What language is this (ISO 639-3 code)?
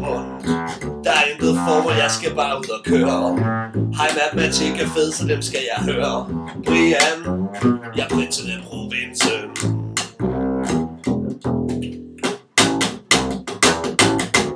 dan